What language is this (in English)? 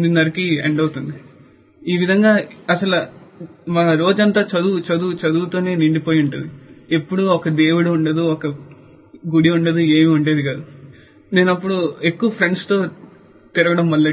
Telugu